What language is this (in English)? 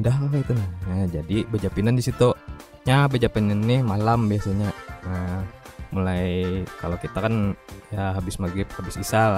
Banjar